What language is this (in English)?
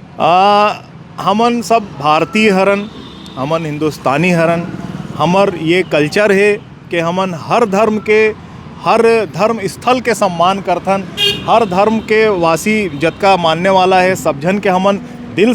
Chhattisgarhi